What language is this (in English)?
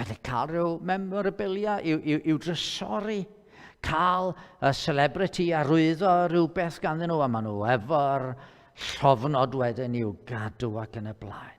Welsh